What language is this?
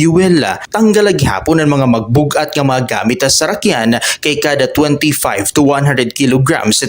Waray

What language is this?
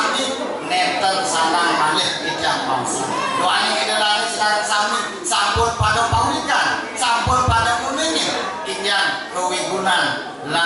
Balinese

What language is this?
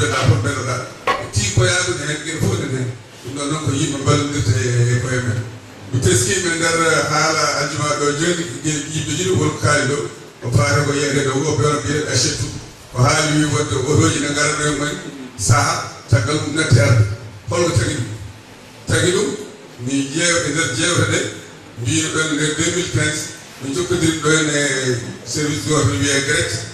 Fula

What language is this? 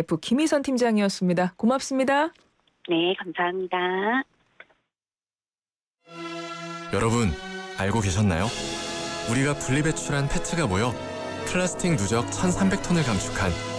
Korean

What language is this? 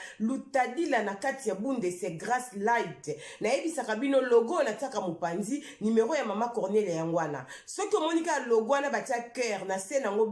Lingala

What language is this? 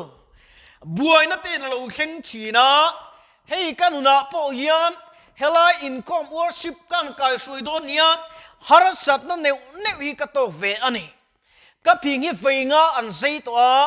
Mizo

